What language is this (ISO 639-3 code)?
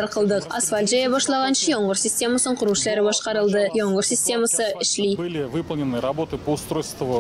tat